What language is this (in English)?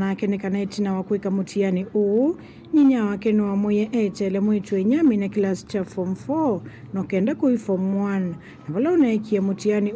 Kamba